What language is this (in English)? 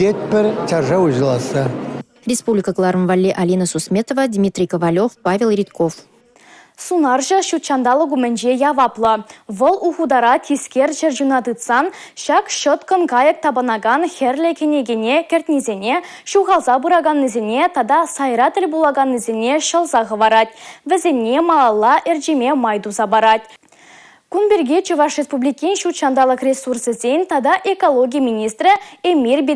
Chuvash